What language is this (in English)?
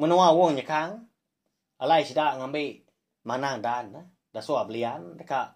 Iban